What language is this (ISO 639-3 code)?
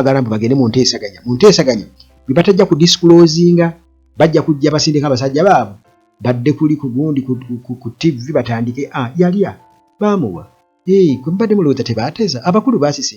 lug